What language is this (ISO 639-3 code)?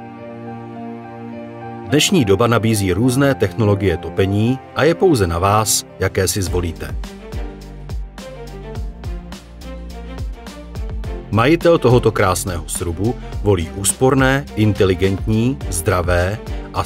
ces